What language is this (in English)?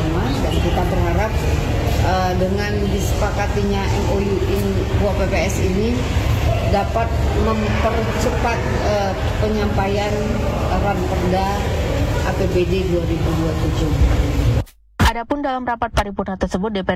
Indonesian